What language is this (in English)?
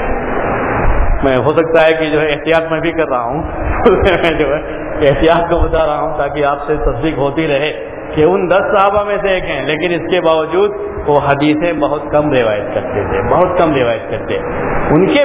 Urdu